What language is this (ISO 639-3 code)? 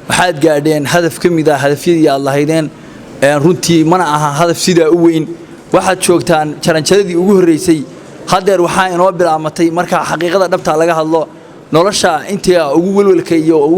som